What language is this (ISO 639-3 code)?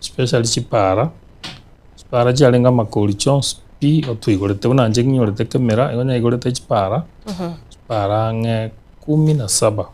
guz